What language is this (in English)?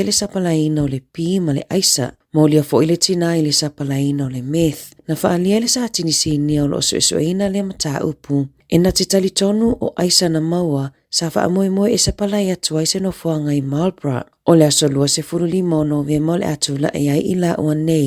Samoan